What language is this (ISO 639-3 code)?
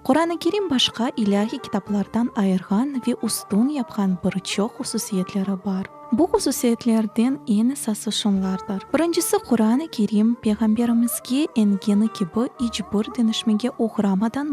crh